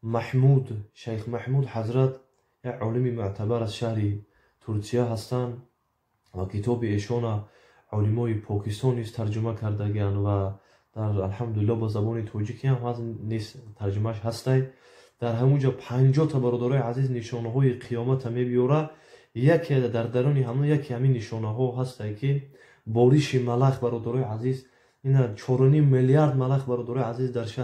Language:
Tajik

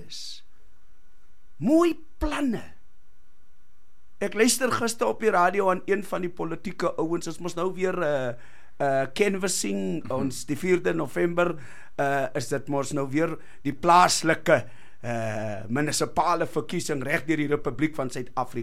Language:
Afrikaans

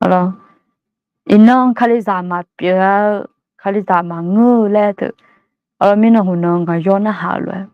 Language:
Akha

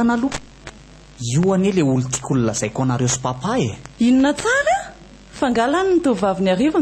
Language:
Malagasy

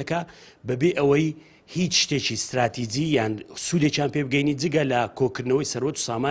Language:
Central Kurdish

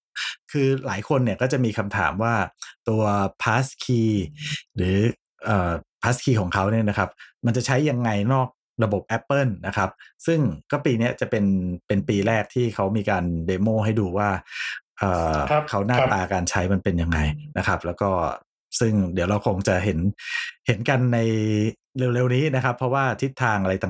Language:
Thai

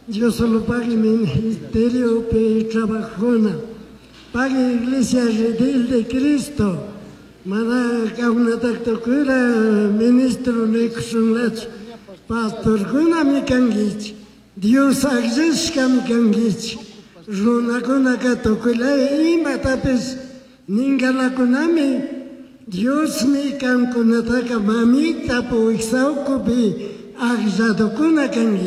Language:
Chimborazo Highland Quichua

